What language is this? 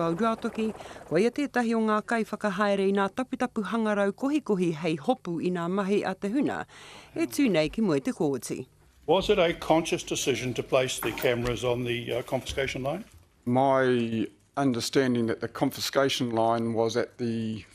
Māori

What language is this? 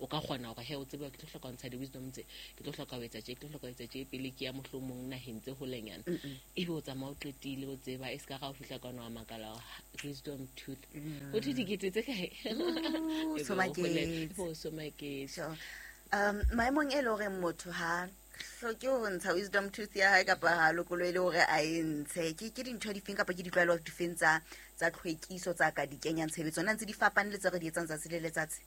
Southern Sotho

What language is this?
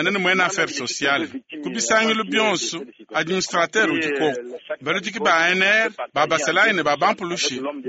Luba-Lulua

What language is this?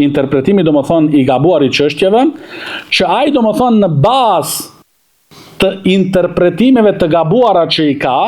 Albanian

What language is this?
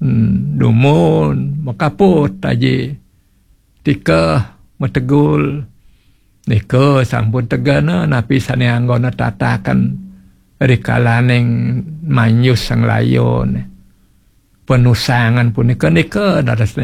Balinese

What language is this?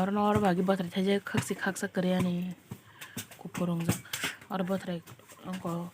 Kok Borok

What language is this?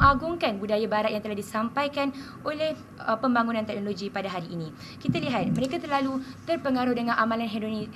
Malay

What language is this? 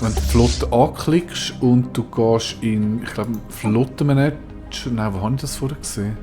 Swiss German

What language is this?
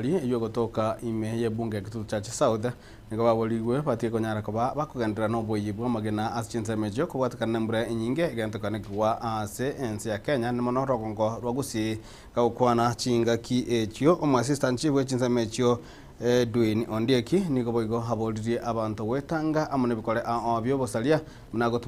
Gusii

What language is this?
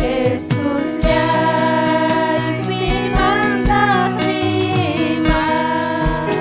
Ayacucho Quechua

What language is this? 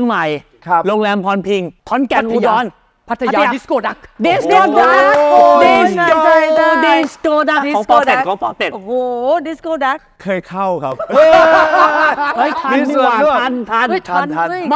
Thai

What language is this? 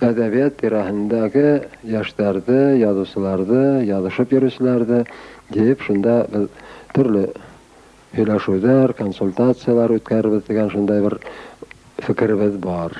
Bashkir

